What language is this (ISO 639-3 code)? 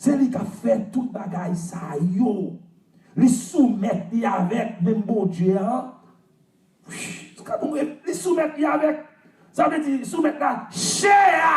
hat